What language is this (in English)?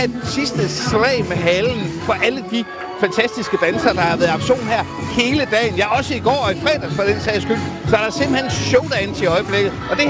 Danish